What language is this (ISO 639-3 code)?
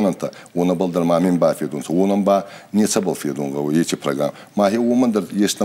oss